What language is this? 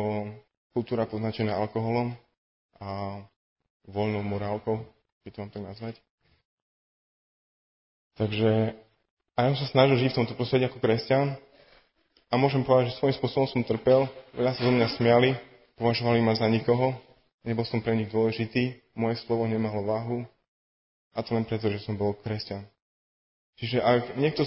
Slovak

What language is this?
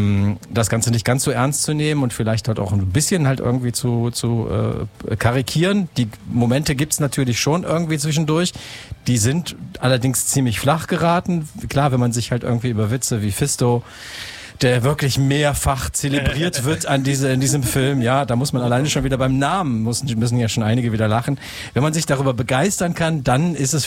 German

